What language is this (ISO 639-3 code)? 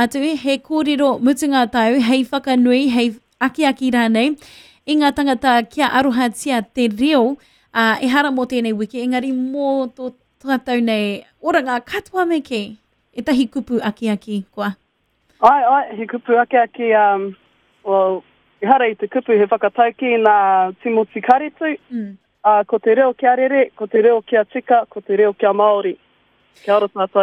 mri